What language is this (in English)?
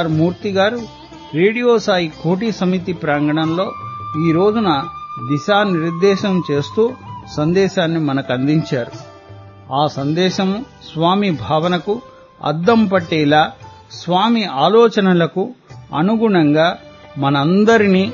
Telugu